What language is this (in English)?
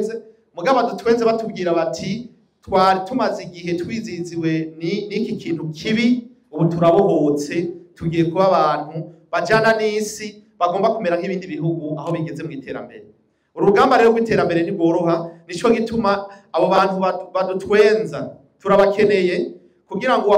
Rundi